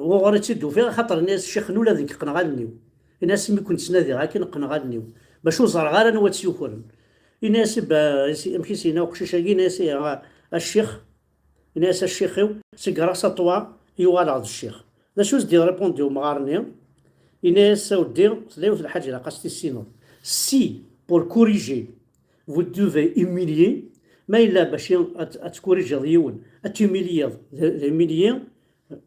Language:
Kabyle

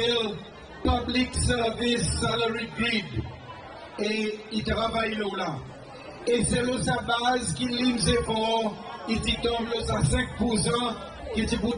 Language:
Seselwa Creole French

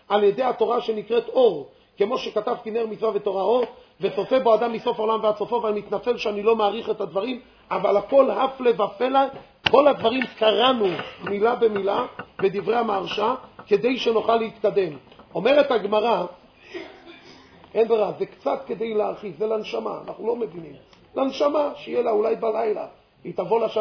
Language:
Hebrew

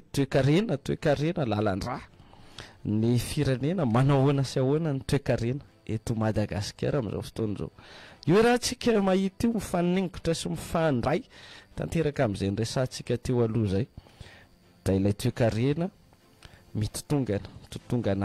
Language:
Malagasy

